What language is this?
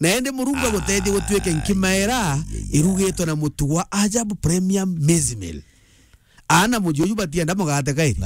Meru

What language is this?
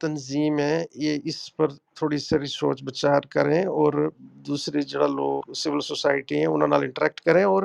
Gujari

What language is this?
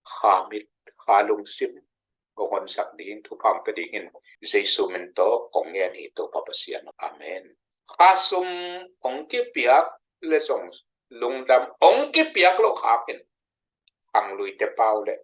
Tedim Chin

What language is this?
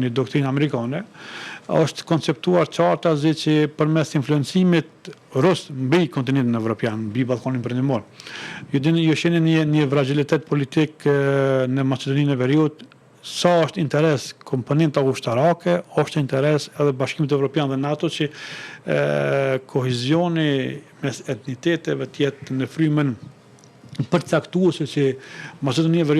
Albanian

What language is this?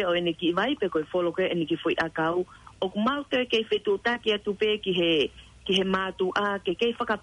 Tongan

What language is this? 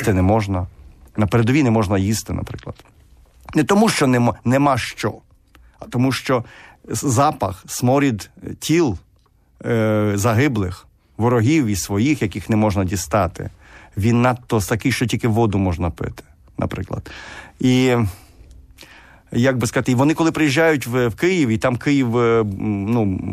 Ukrainian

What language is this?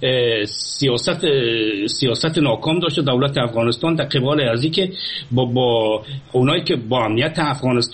Persian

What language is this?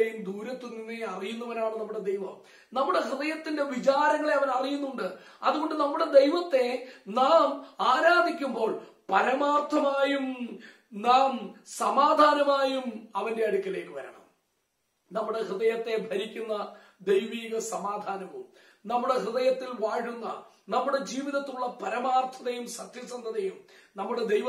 Malayalam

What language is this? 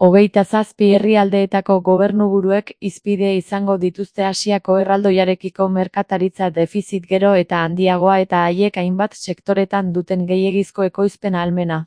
Basque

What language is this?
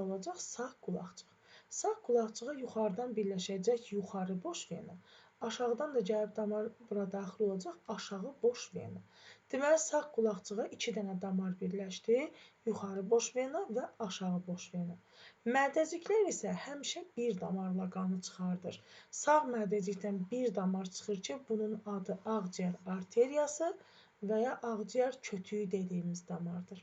Azerbaijani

